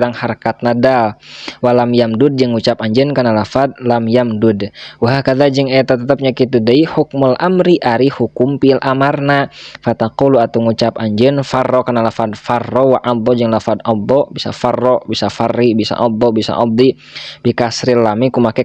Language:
Sundanese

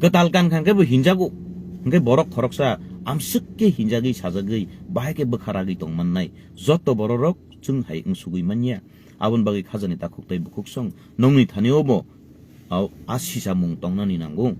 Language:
Kok Borok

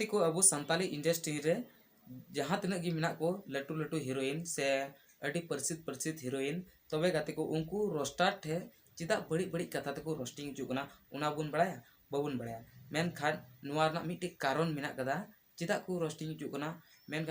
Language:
Santali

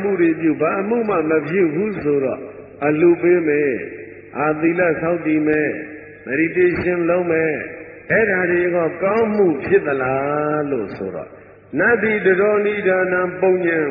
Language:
Burmese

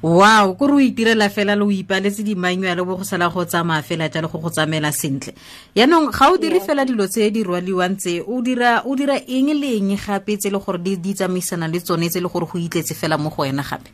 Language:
Tswana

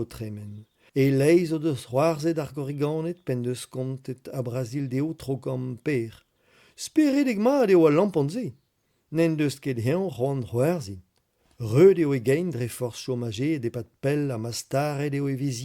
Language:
Breton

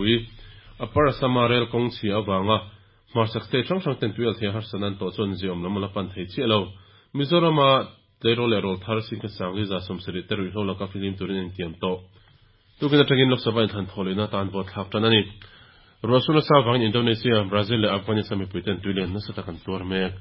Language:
Mizo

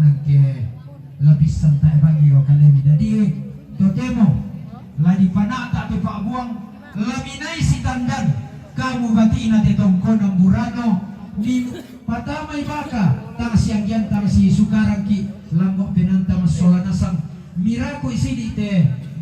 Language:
Toraja-Sa'dan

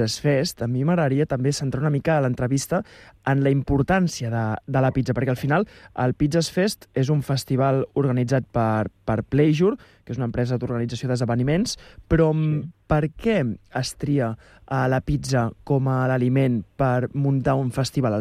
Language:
Catalan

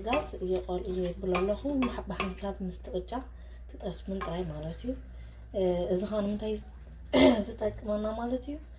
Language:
Tigrinya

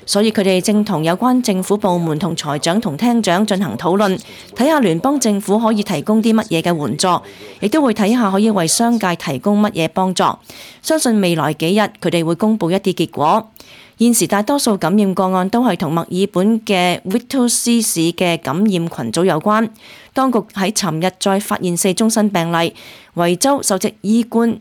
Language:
Cantonese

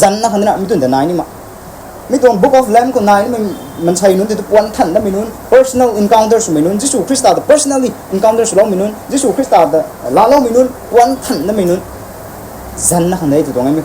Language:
Rongmei Naga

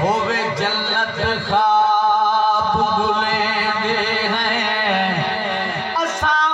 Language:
Saraiki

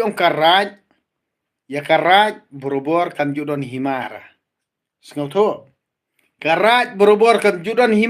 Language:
Khasi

